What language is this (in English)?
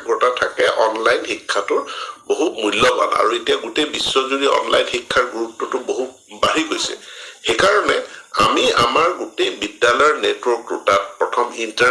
Assamese